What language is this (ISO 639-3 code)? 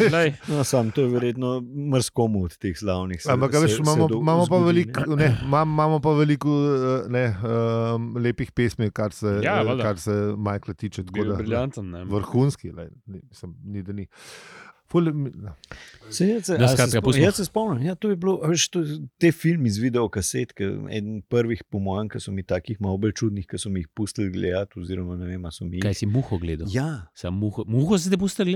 slv